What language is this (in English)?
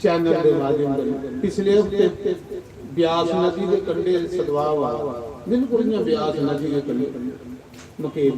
Dogri